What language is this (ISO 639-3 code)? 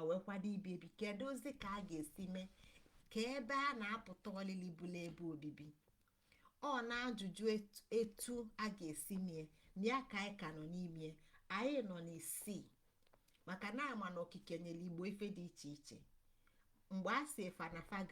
ibo